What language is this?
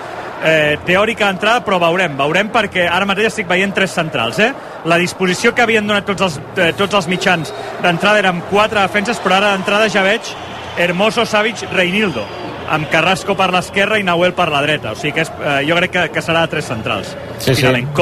Catalan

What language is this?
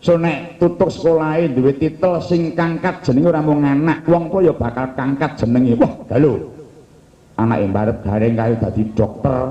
Javanese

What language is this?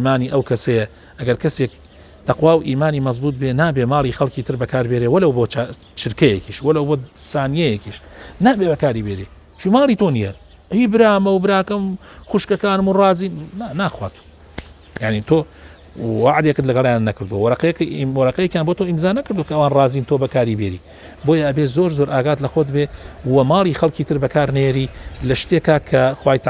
Central Kurdish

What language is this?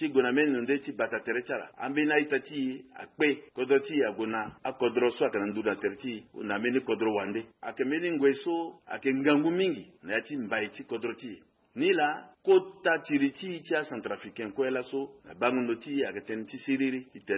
Sango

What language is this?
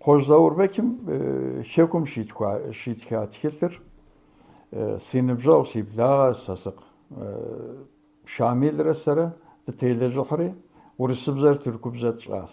Kabardian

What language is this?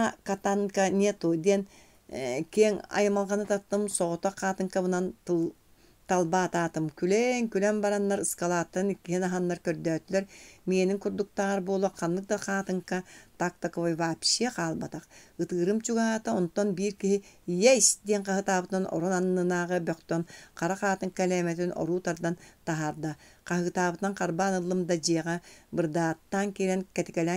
Yakut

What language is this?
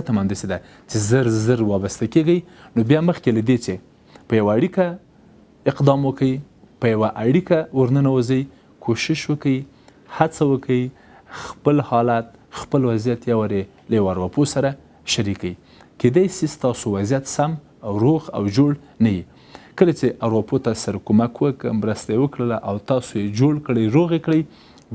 Pashto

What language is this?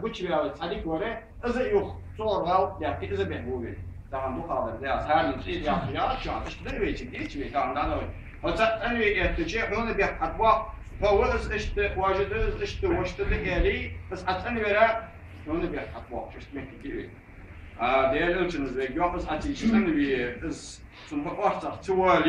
Ingush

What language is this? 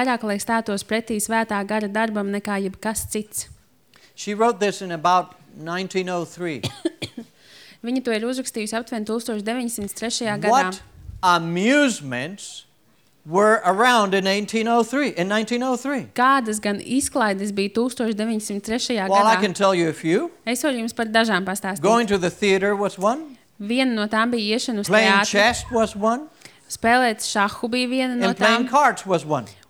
Latvian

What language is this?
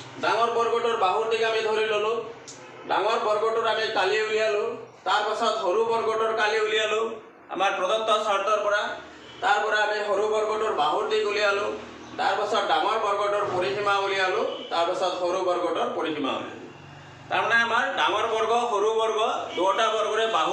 Assamese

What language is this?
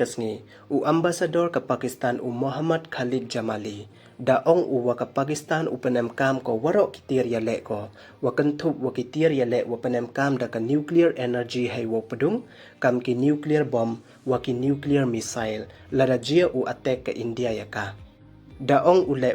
Pnar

